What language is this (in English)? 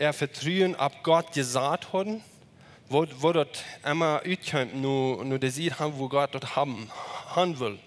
Plautdietsch